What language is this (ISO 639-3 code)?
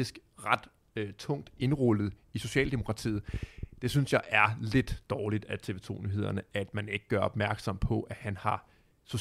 dan